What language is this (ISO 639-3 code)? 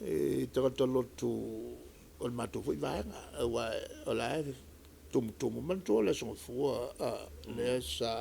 smo